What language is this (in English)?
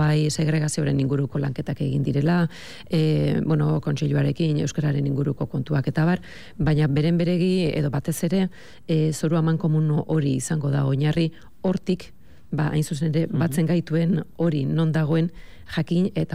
Basque